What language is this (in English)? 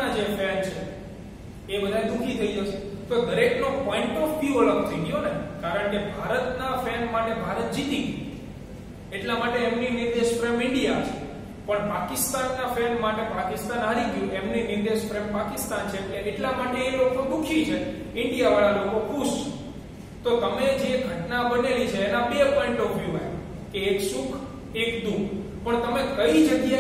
Gujarati